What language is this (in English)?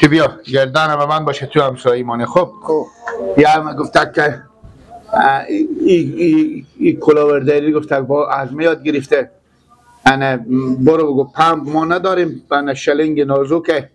Persian